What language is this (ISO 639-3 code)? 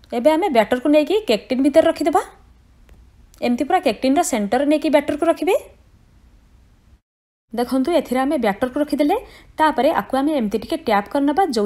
ori